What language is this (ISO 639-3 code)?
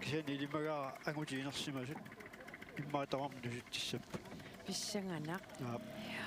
kal